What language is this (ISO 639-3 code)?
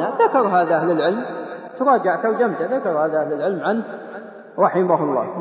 ara